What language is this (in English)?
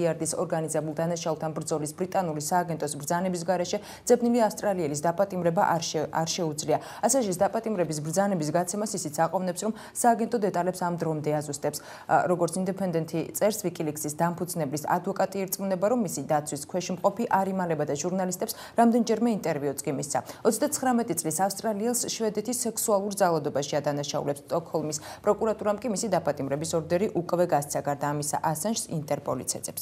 Georgian